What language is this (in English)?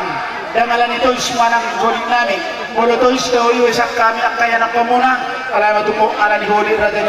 Batak Toba